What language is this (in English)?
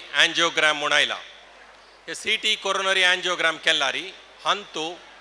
Konkani